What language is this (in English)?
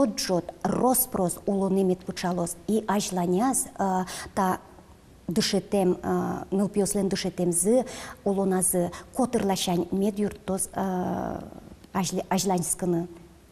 Udmurt